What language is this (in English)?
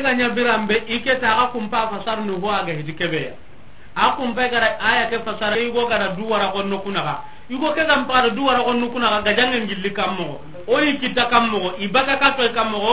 Soninke